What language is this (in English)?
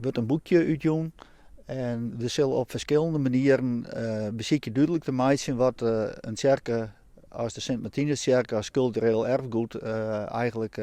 Western Frisian